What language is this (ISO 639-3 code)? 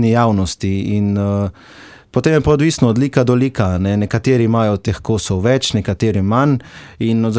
slv